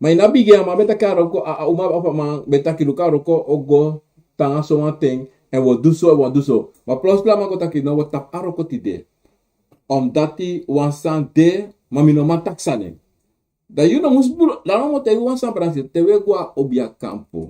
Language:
Sranan Tongo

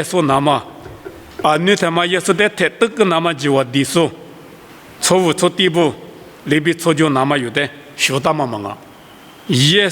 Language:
Lisu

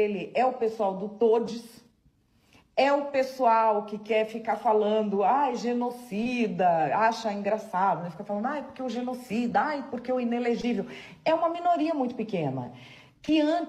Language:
Portuguese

